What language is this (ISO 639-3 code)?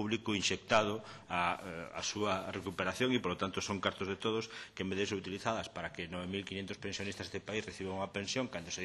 glg